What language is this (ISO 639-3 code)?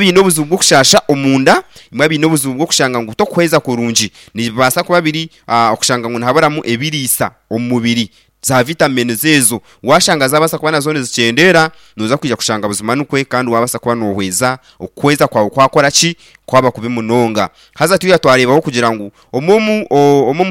nyn